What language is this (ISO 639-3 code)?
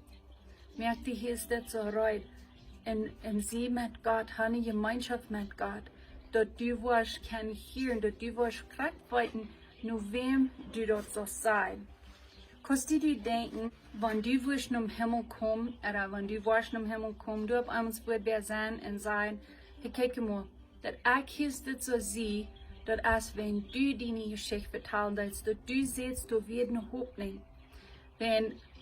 pdt